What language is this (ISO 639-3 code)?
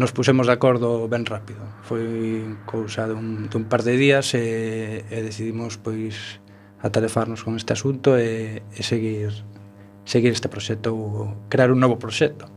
glg